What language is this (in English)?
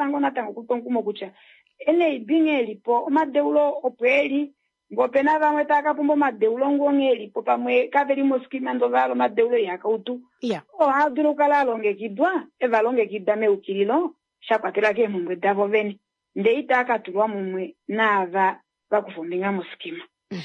Kuanyama